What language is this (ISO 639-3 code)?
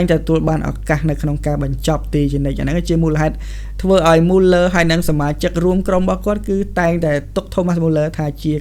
khm